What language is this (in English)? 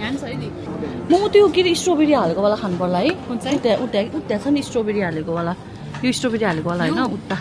Nepali